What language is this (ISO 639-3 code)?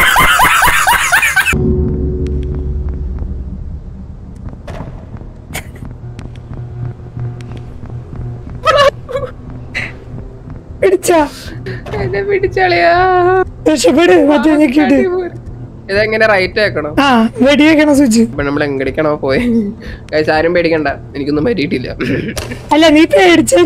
mal